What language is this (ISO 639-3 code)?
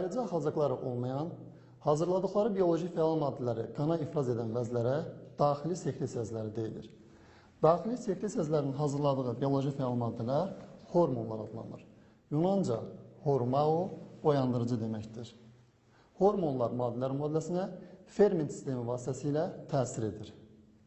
aze